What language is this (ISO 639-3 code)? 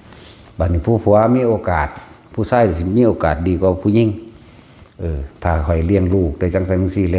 tts